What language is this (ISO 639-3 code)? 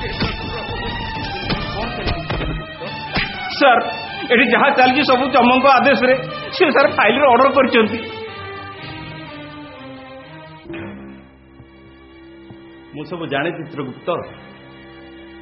ori